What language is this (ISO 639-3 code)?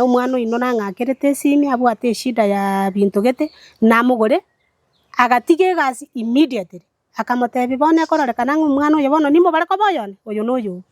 guz